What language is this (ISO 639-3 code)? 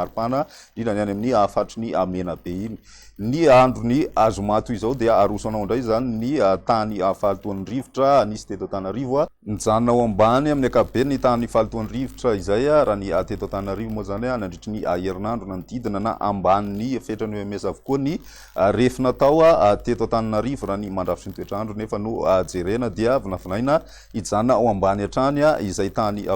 mlg